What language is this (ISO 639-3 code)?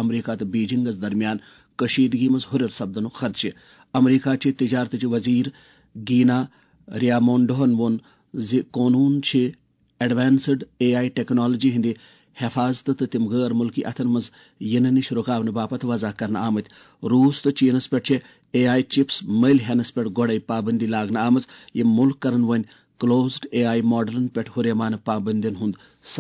kas